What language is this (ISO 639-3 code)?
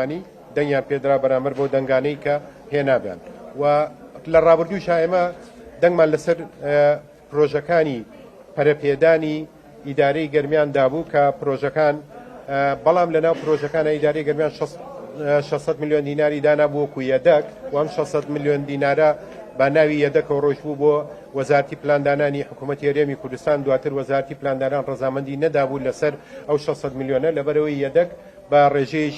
ckb